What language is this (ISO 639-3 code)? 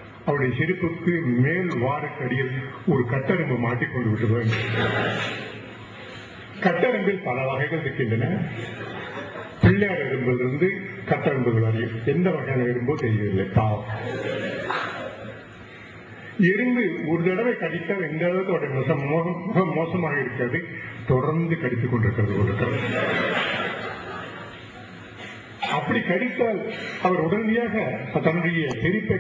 tam